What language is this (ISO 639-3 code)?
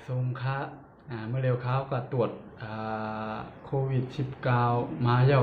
shn